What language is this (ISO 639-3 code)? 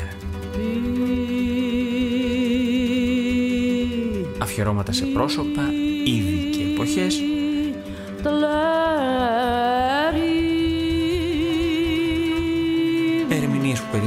ell